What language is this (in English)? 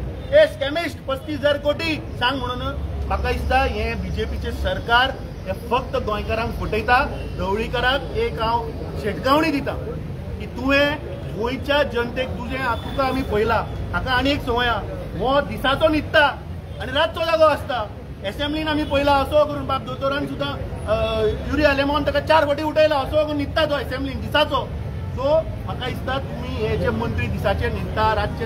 Konkani